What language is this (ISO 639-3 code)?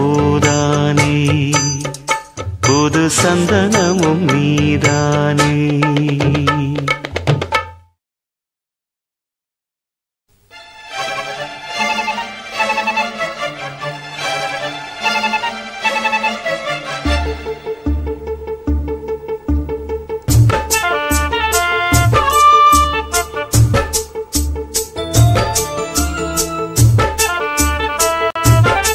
tam